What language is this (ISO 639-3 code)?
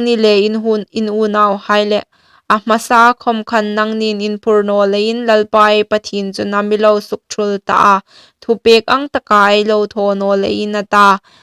hmr